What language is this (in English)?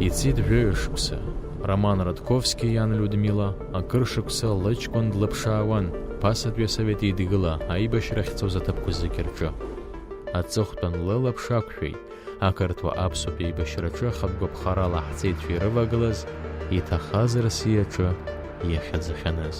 Abkhazian